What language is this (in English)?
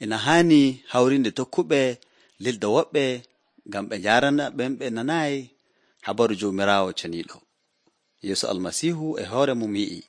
Nigerian Fulfulde